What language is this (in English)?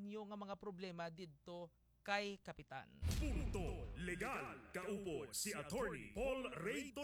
Hiligaynon